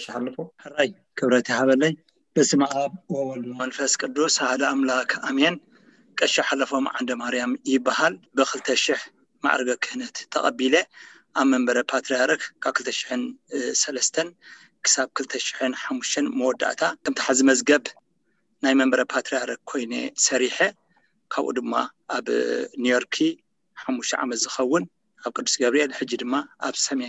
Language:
Tigrinya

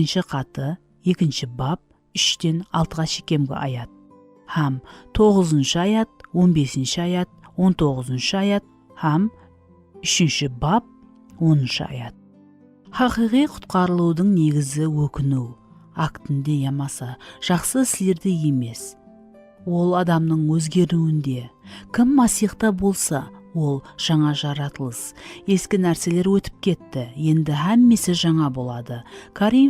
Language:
Kara-Kalpak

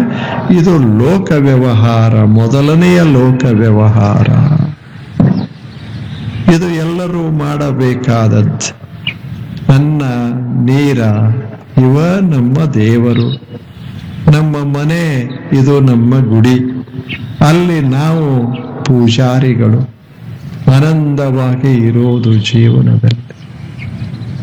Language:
Kannada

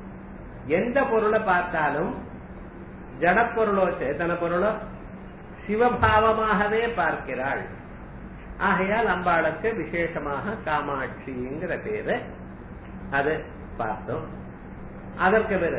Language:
Tamil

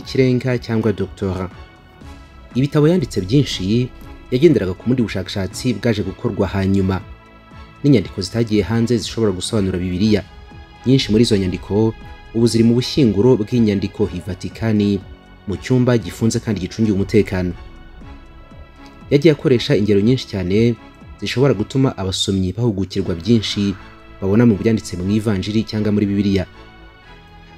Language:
Kinyarwanda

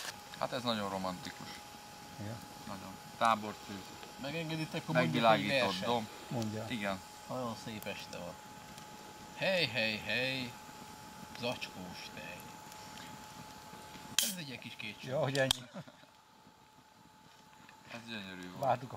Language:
Hungarian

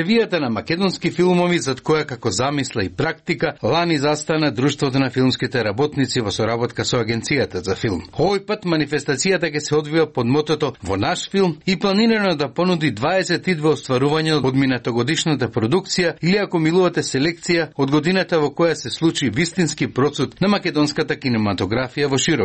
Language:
Macedonian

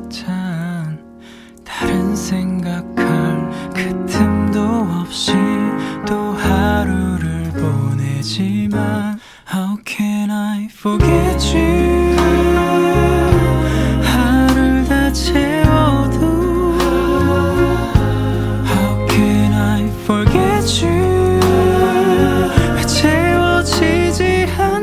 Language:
Korean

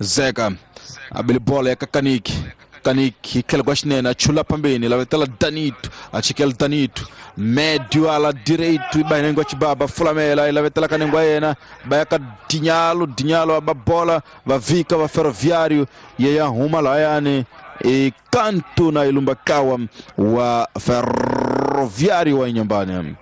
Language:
Tsonga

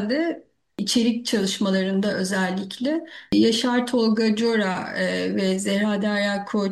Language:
Turkish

